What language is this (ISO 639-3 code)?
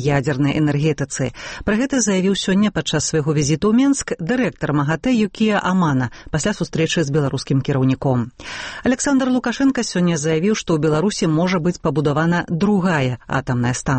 bel